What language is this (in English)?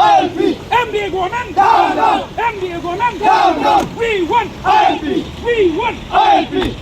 Pnar